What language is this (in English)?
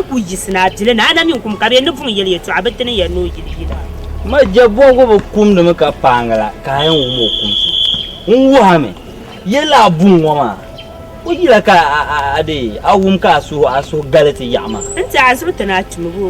Dagbani